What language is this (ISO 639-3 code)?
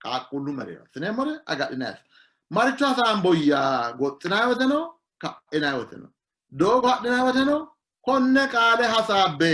sid